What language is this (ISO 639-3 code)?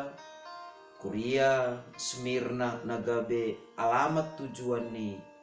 bts